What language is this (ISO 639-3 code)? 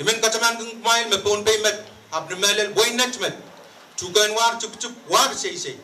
pon